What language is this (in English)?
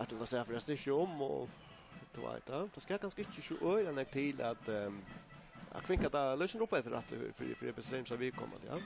Faroese